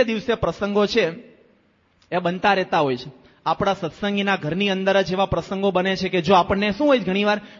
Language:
Gujarati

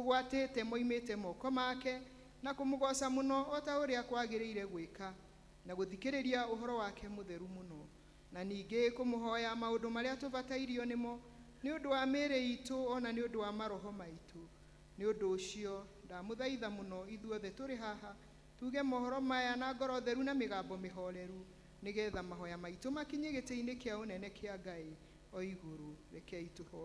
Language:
Kikuyu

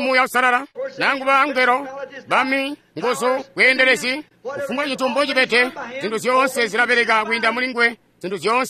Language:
Tonga (Zambia)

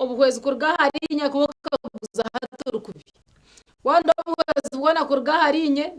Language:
Nyankole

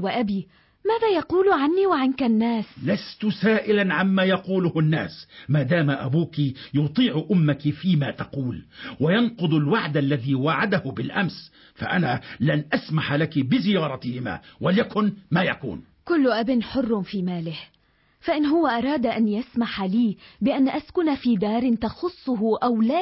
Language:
Arabic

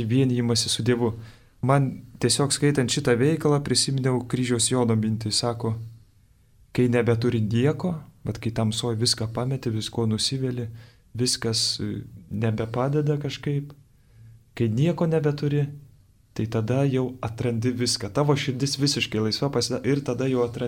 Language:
Lithuanian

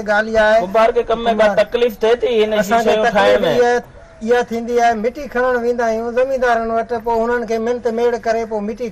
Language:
Sindhi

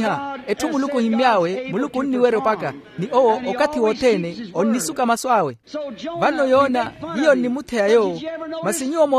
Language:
Makhuwa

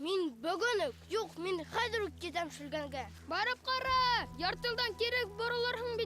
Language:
Bashkir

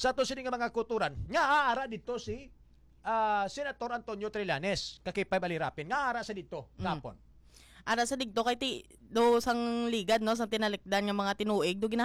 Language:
Hiligaynon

